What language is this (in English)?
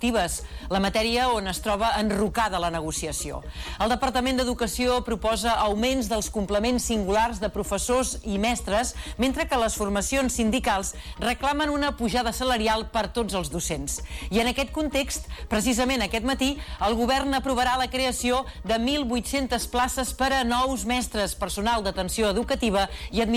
Catalan